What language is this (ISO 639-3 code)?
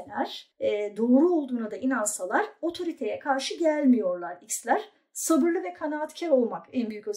tur